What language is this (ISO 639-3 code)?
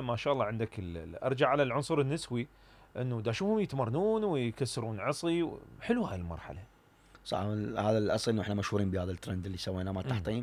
acm